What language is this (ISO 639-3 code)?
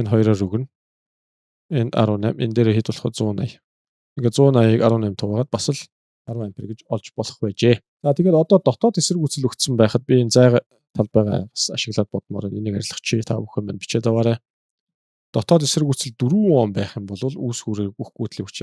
mon